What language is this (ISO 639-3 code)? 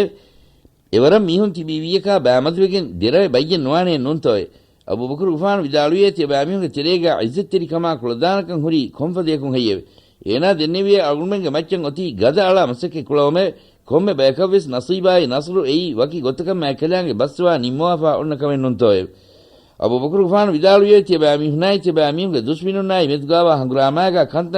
div